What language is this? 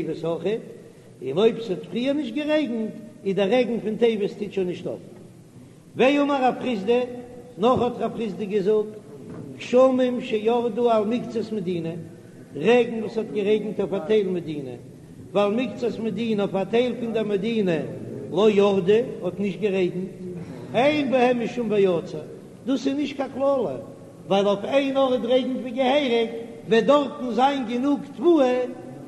Yiddish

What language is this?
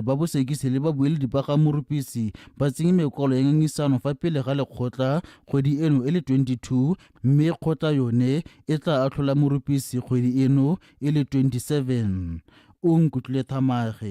Tswana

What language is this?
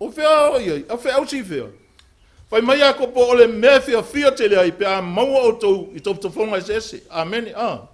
Samoan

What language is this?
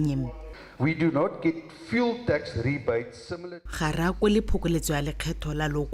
Tswana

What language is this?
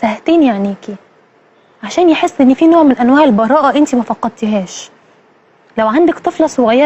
Egyptian Arabic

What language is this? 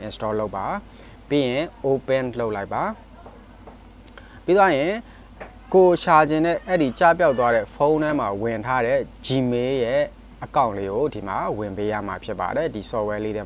Burmese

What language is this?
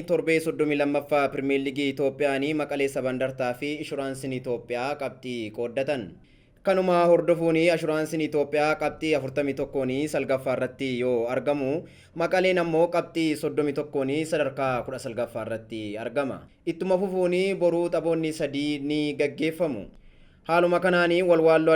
Oromo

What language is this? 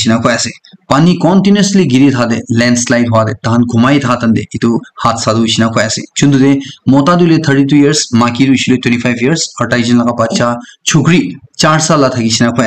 Naga Pidgin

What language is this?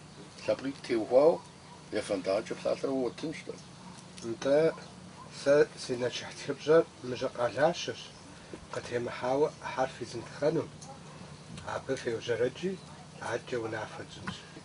Kabardian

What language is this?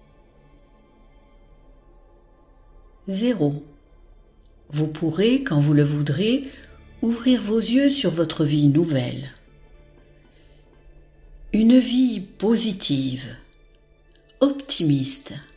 French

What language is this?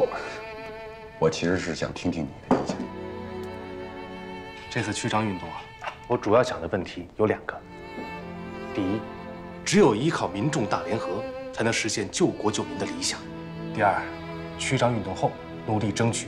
Chinese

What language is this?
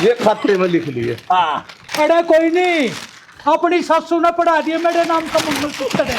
Haryanvi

